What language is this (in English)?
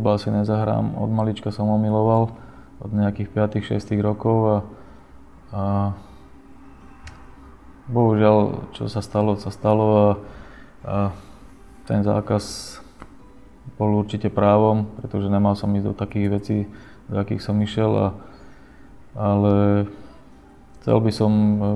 Slovak